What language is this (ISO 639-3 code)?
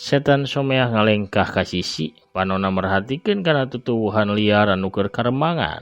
sun